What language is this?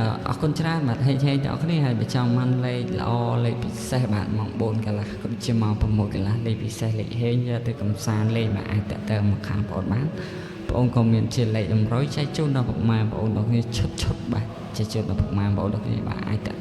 Khmer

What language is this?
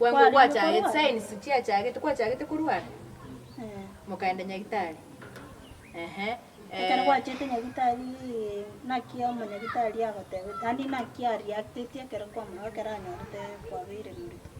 Gusii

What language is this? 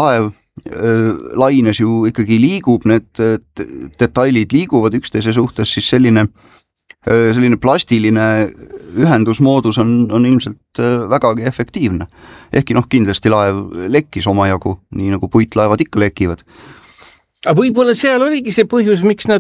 Estonian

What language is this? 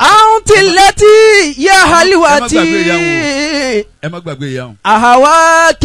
Yoruba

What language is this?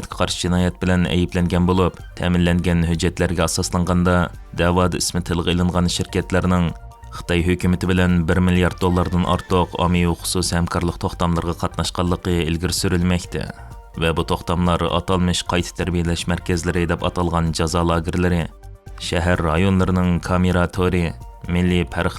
Uyghur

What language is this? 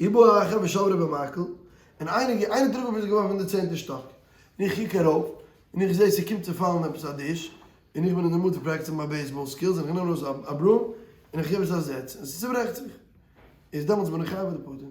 Yiddish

